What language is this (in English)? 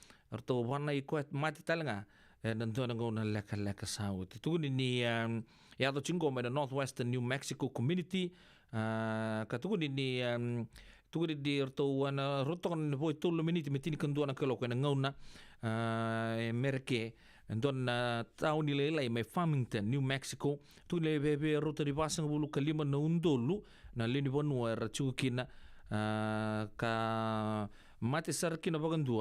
Fijian